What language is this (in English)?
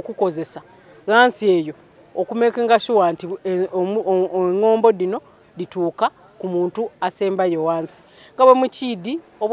Soga